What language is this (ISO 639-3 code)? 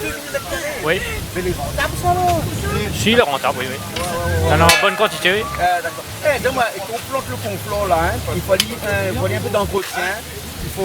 rcf